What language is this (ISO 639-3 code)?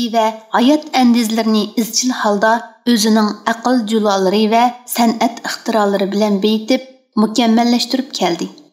uig